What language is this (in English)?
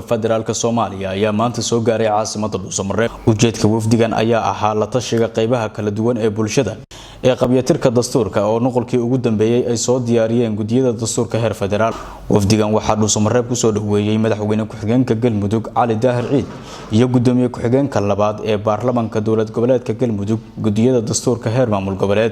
Somali